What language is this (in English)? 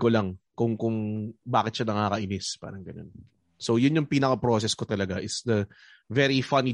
Filipino